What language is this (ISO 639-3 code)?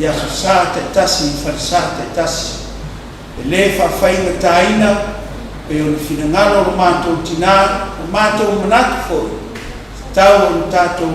smo